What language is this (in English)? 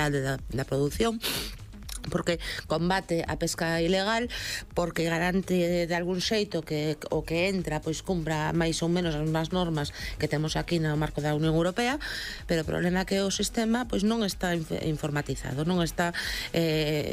Galician